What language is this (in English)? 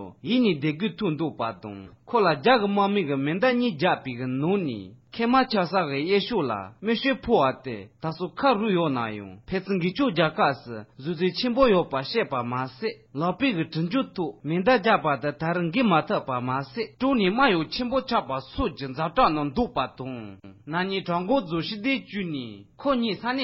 Tibetan